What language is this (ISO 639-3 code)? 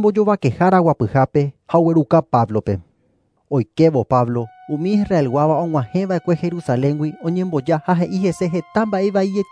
grn